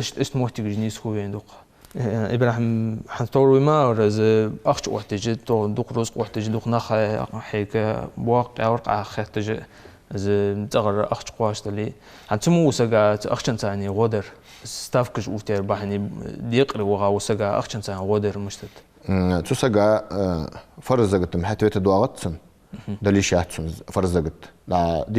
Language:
Ingush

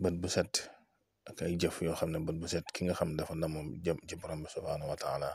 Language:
Wolof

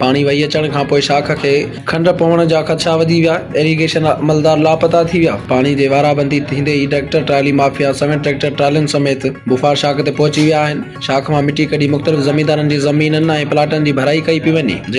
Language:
Sindhi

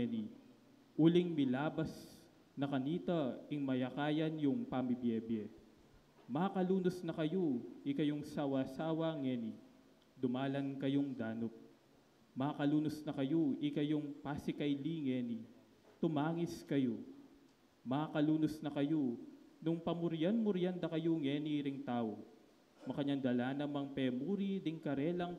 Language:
Pampanga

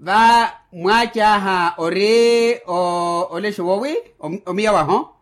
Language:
Makhuwa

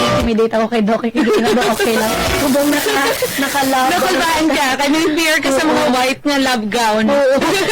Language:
Hiligaynon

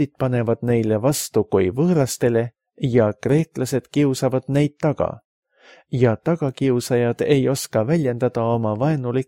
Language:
Estonian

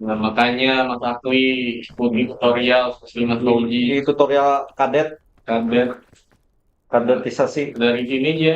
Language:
Banjar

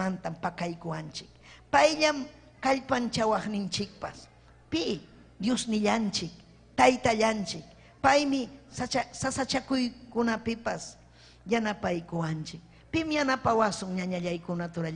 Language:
Ayacucho Quechua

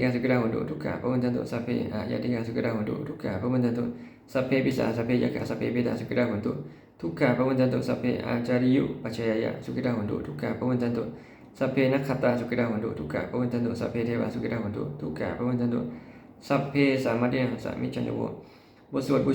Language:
Pali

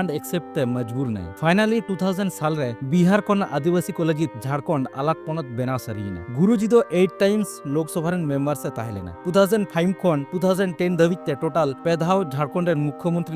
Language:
Santali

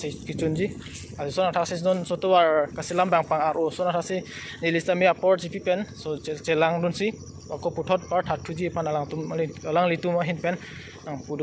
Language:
Karbi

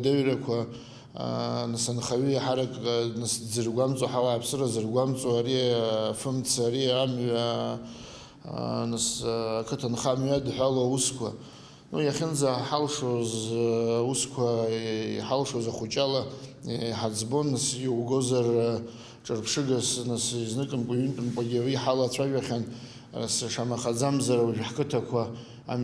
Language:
Abkhazian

